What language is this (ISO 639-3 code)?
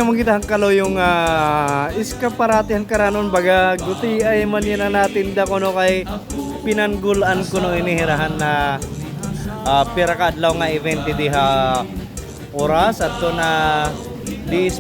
war